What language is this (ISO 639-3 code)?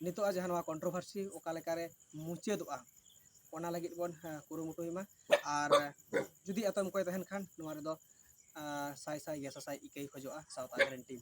sat